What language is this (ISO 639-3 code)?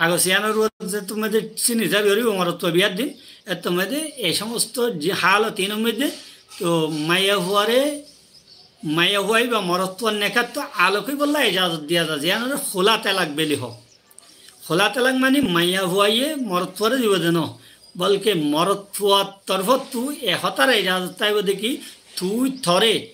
rhg